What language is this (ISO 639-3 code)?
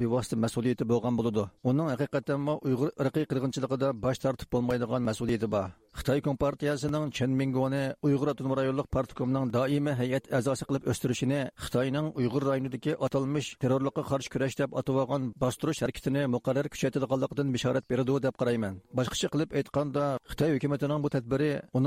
uig